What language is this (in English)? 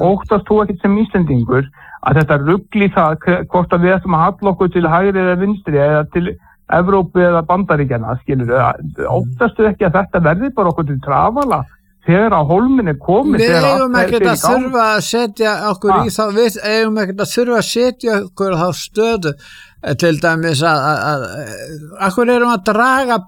Icelandic